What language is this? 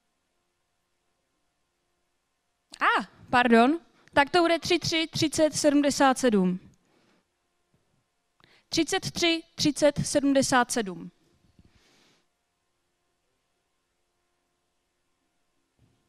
Czech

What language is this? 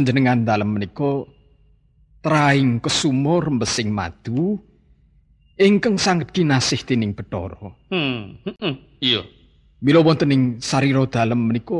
Javanese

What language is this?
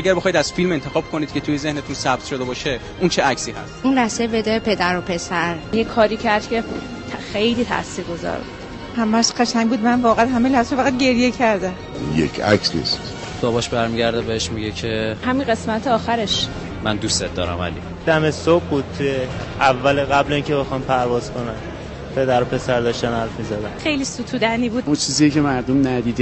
Persian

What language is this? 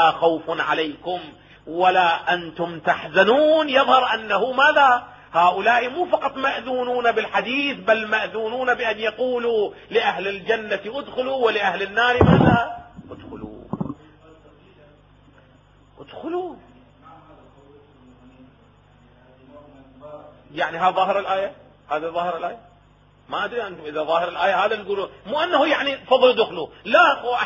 Arabic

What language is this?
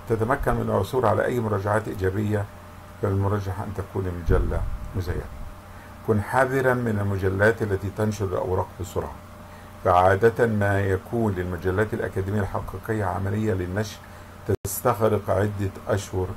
Arabic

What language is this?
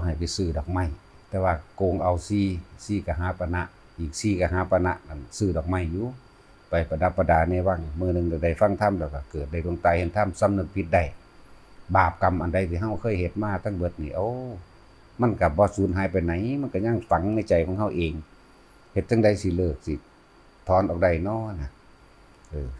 Lao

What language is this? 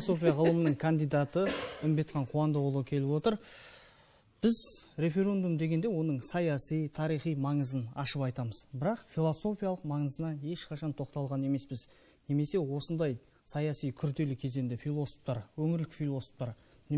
Kazakh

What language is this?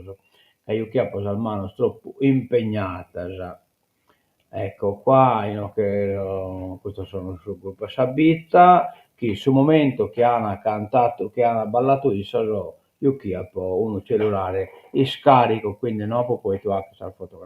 Sardinian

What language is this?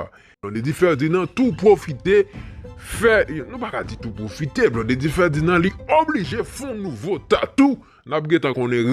Haitian Creole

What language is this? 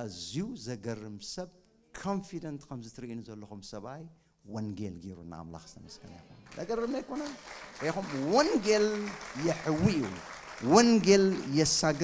Tigrinya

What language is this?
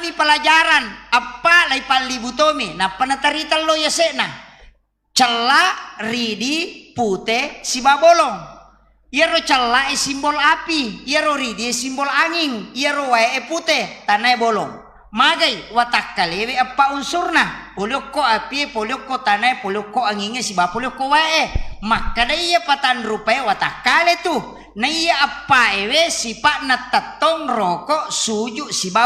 Buginese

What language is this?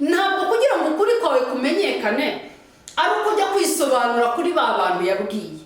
Kinyarwanda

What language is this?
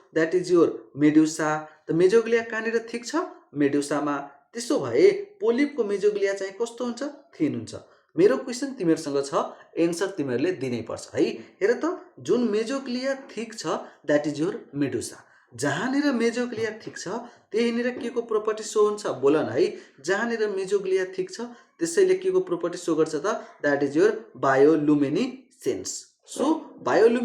Nepali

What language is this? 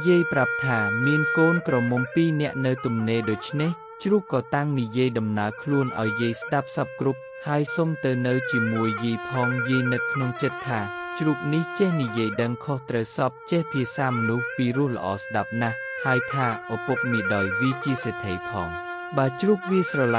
Khmer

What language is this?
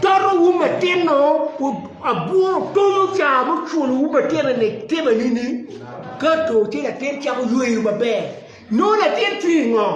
Acoli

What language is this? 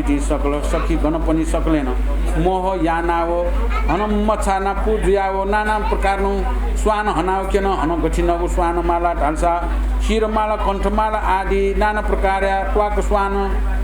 Newari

